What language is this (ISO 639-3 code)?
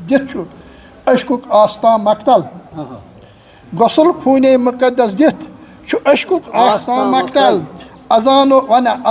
kas